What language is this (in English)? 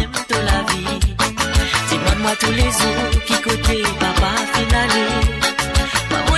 Morisyen